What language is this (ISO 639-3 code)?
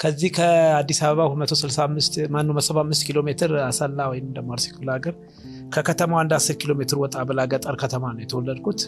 amh